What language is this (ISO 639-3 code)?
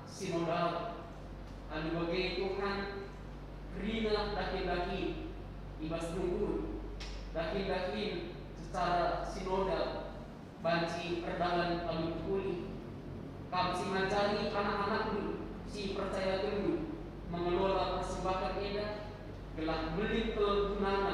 btx